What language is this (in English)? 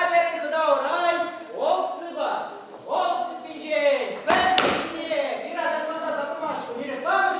Chuvash